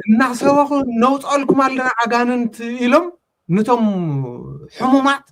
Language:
Tigrinya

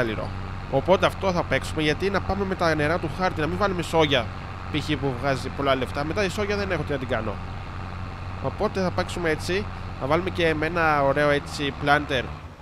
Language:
Greek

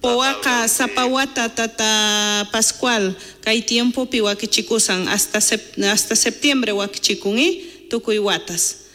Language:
South Bolivian Quechua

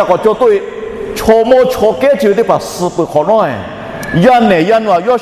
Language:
Lahu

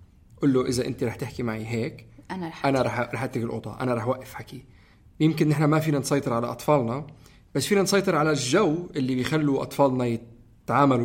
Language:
North Levantine Arabic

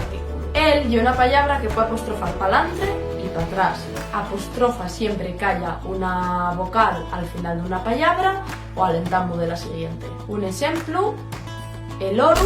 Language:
Asturian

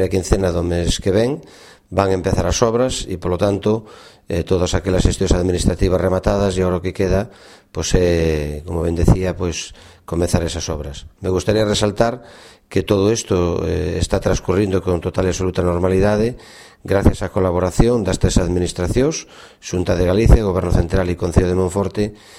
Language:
Galician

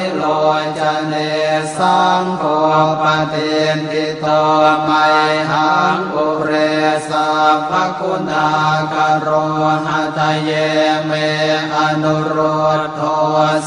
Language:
Pali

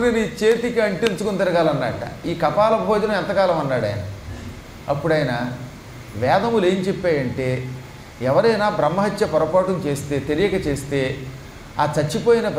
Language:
Telugu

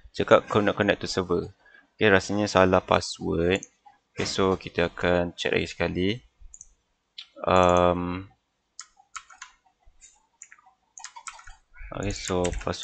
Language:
Malay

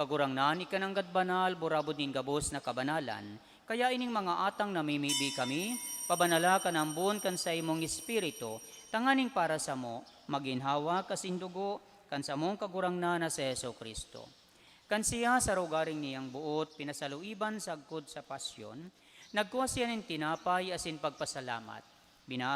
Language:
Bikol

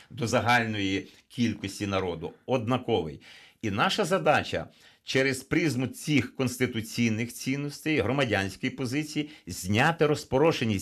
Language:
Ukrainian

